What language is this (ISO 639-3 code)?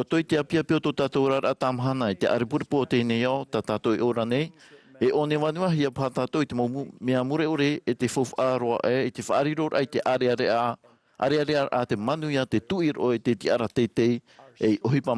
tah